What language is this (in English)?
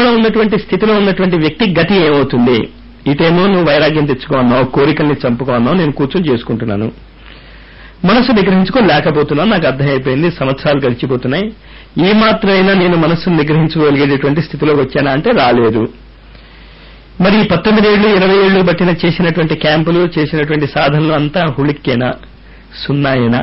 Telugu